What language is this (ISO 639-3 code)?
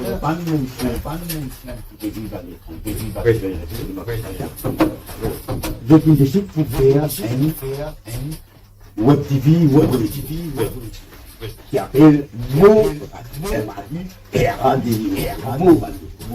mfe